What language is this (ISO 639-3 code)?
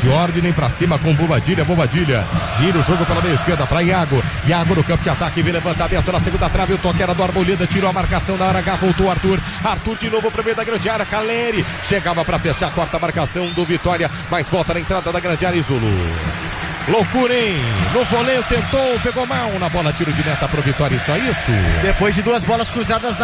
por